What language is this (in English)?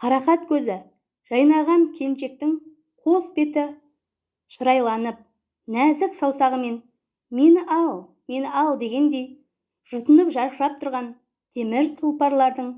Kazakh